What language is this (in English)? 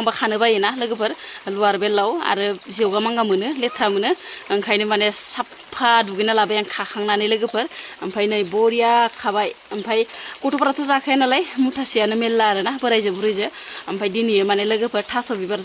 Bodo